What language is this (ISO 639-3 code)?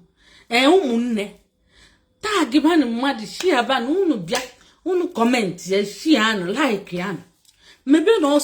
ibo